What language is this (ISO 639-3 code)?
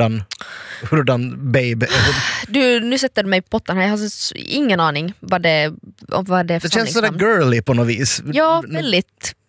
swe